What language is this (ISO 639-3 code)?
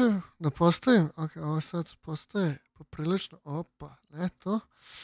srp